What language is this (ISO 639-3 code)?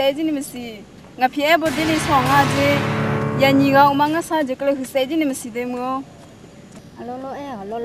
ahk